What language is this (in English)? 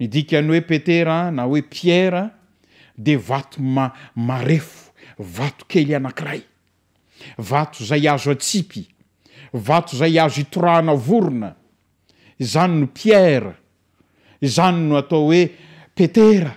Malagasy